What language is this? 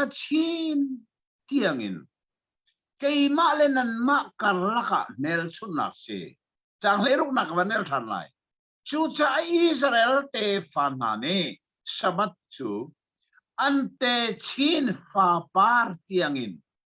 Hakha Chin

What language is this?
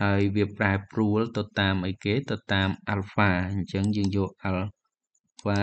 Khmer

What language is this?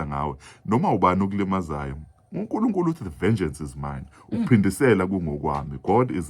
Zulu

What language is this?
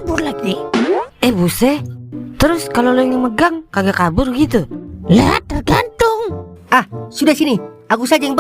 Betawi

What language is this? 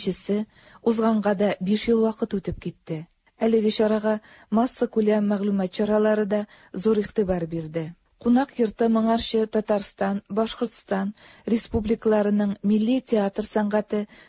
Tatar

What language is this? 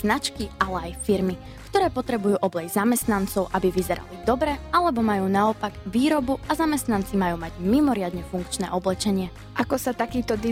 Slovak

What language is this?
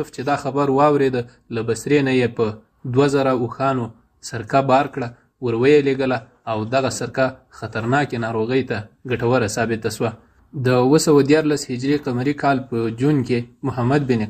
Pashto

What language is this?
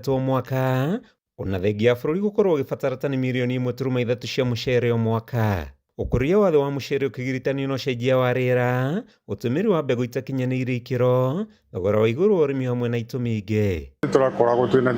Kikuyu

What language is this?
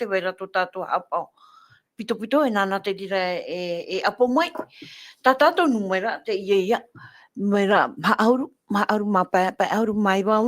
Tahitian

